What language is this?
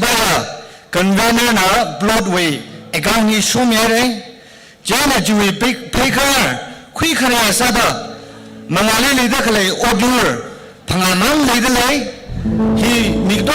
Tangkhul Naga (India)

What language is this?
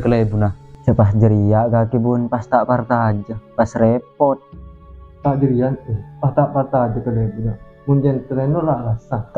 Madurese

